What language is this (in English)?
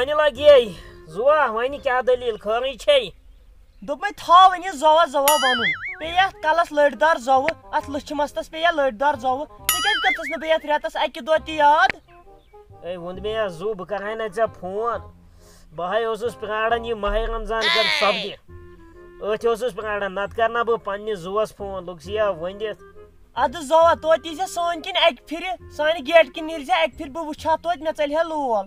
Kashmiri